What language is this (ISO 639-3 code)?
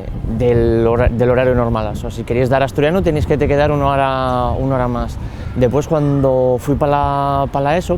ast